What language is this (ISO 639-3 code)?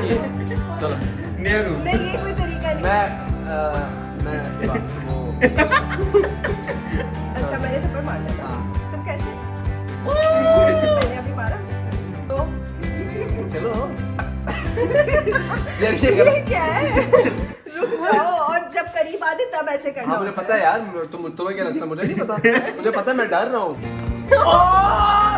hin